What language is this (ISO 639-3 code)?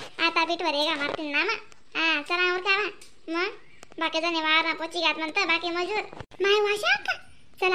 khn